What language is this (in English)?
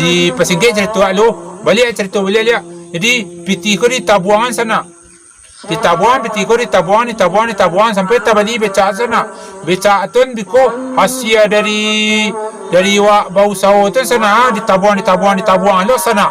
Minangkabau